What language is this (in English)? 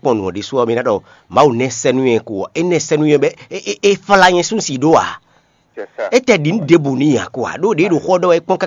Fon